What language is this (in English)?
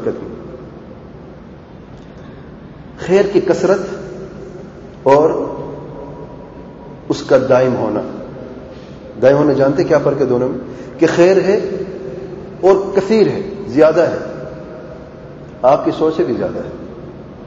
Urdu